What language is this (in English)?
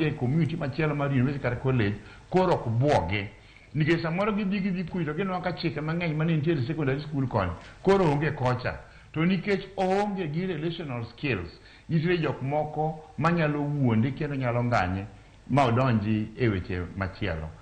Luo (Kenya and Tanzania)